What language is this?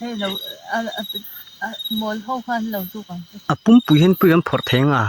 Mizo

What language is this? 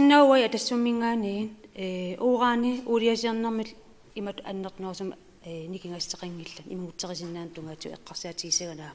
Kalaallisut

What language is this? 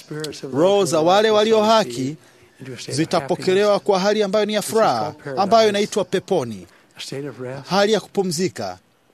Swahili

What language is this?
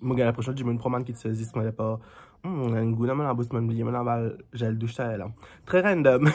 Morisyen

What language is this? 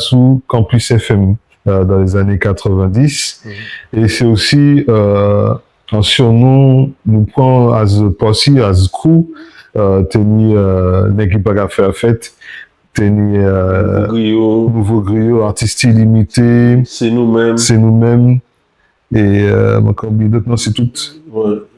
Guadeloupean Creole French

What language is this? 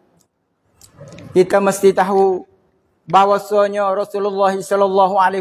Malay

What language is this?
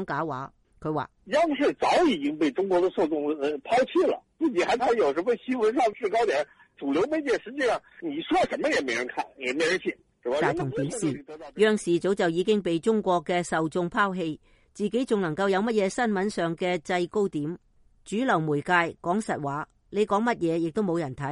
Cantonese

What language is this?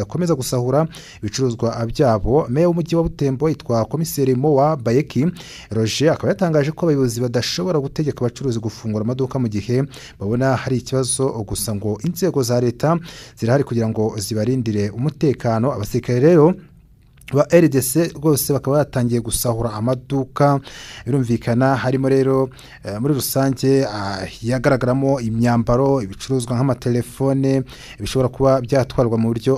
Kinyarwanda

